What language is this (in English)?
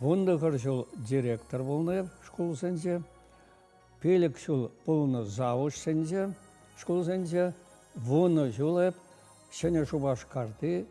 Chuvash